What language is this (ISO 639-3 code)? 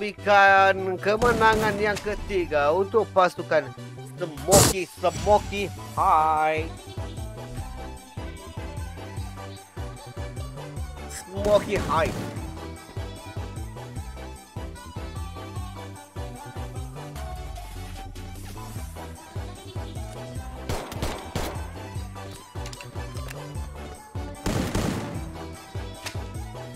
msa